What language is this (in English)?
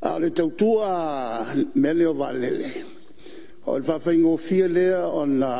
Samoan